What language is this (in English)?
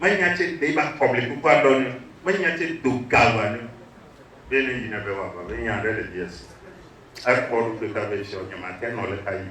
Ewe